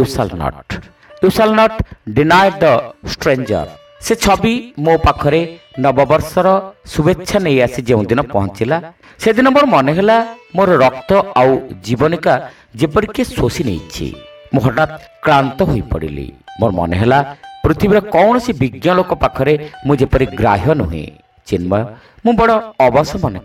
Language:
Odia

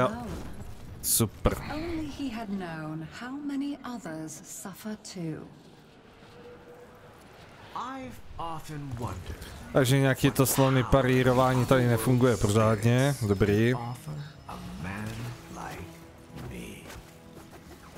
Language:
Czech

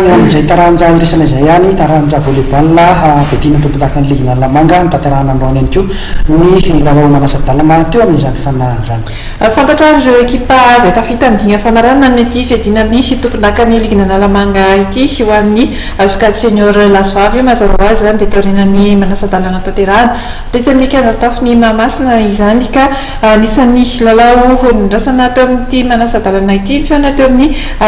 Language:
Malagasy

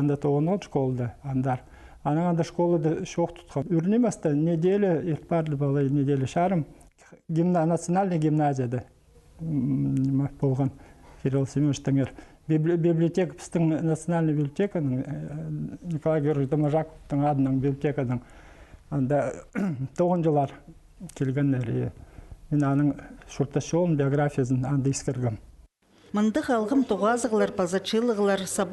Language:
Khakas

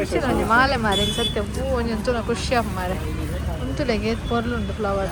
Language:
Tulu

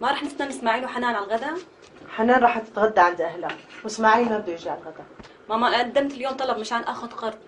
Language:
North Levantine Arabic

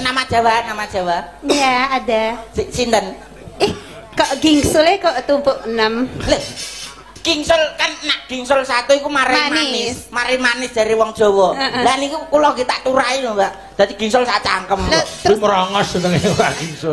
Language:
Javanese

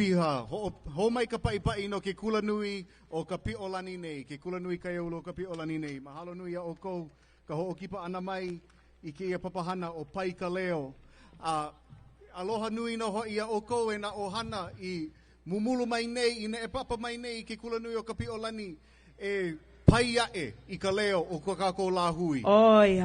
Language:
Hawaiian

